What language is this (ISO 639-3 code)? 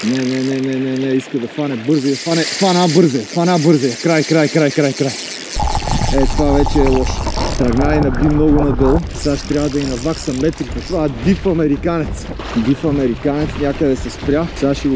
bul